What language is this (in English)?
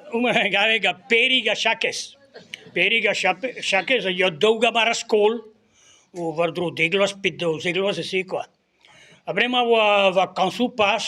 Breton